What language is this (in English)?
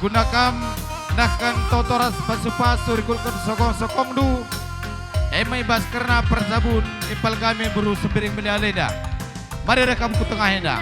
Batak Karo